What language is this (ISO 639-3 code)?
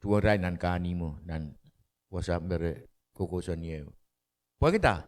pon